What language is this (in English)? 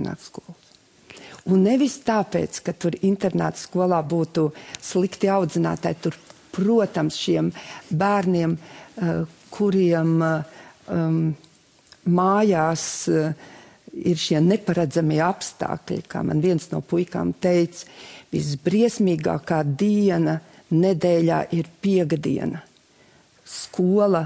Latvian